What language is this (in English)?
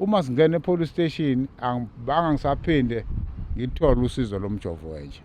Zulu